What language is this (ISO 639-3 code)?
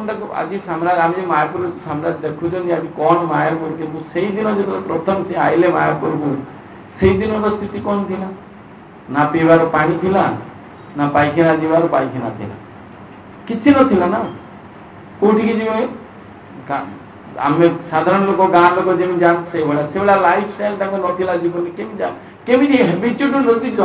ori